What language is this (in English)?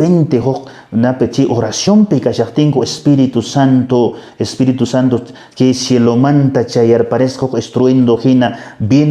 Quechua